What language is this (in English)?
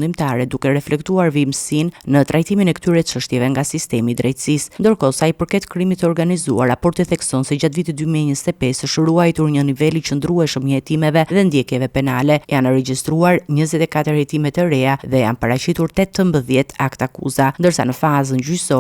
Albanian